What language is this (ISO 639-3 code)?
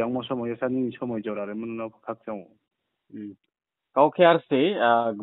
ria